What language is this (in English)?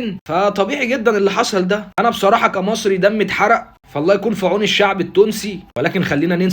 Egyptian Arabic